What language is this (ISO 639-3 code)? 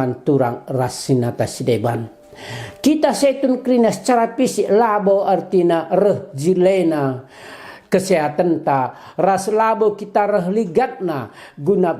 btx